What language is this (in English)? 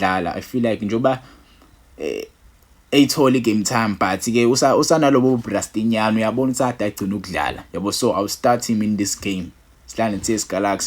Zulu